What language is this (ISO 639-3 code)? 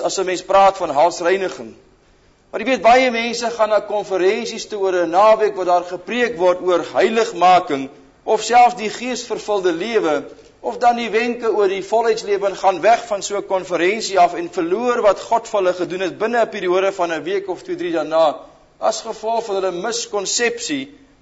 afr